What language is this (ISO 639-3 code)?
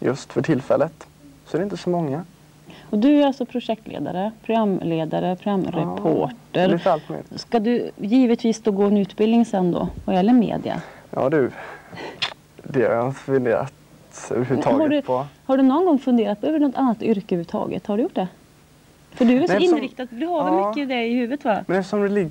swe